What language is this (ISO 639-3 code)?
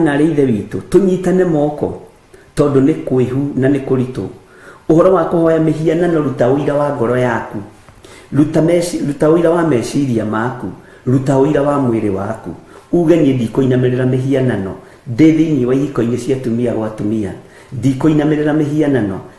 kik